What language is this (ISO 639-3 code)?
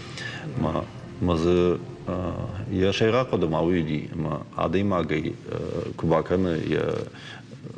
oss